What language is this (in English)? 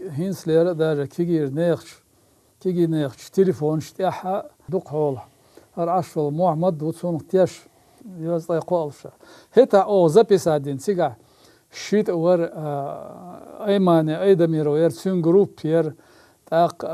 Chechen